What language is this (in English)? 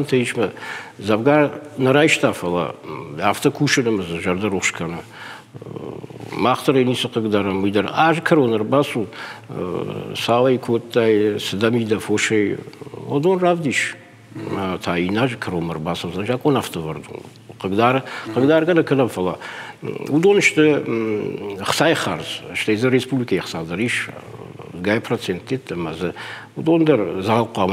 Ossetic